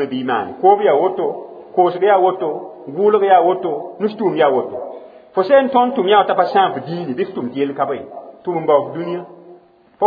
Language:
Mossi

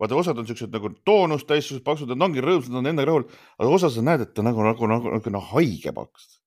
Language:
Estonian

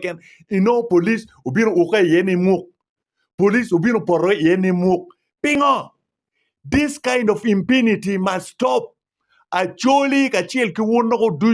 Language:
Acoli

